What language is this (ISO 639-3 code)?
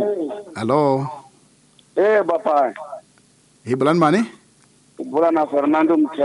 tso